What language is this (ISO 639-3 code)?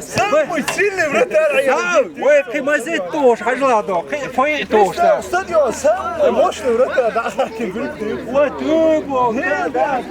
che